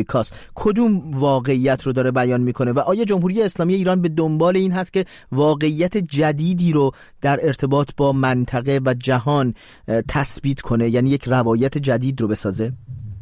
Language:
Persian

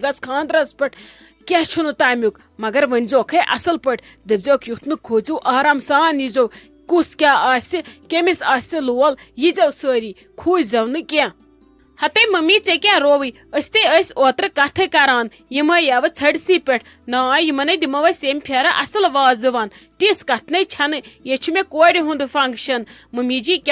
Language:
Kashmiri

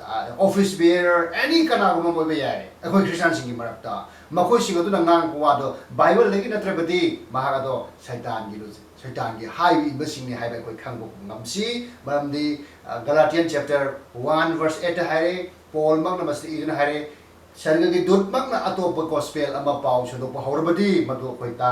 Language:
Manipuri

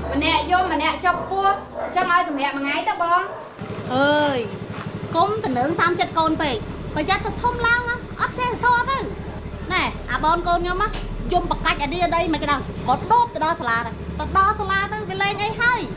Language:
Khmer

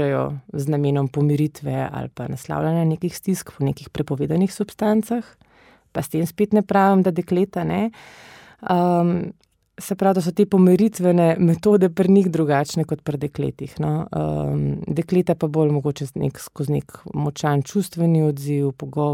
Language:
Slovenian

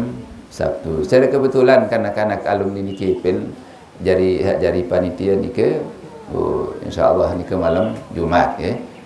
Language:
Sasak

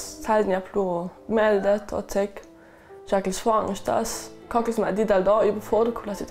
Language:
Ladin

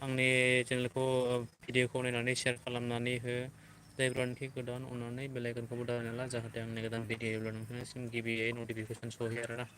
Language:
Bodo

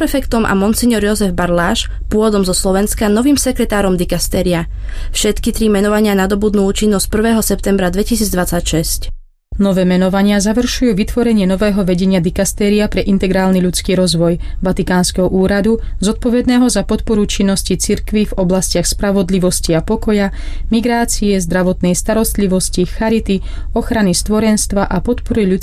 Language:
Slovak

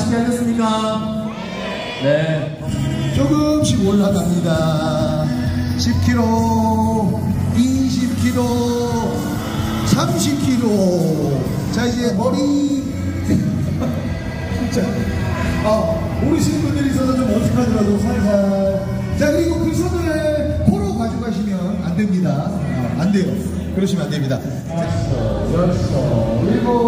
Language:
Korean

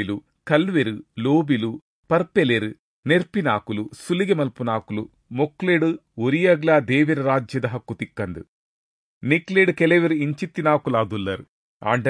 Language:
Tulu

